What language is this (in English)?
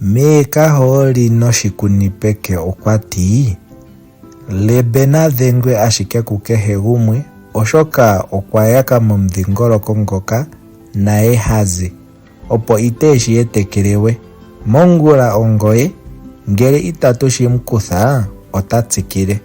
Ndonga